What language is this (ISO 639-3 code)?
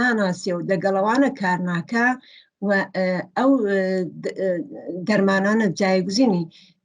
ckb